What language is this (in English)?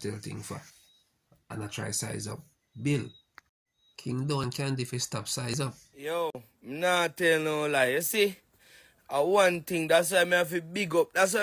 Jamaican Creole English